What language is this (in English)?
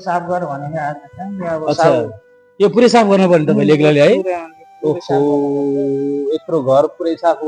Nepali